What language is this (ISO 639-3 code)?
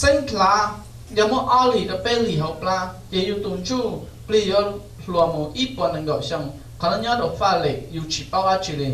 hmn